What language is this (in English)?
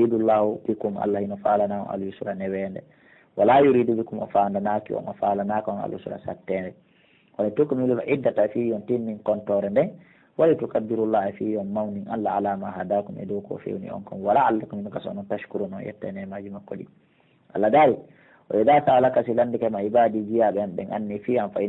Pular